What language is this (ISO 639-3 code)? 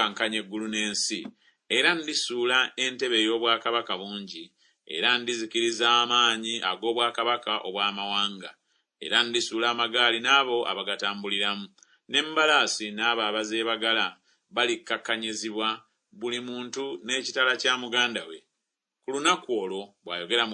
lug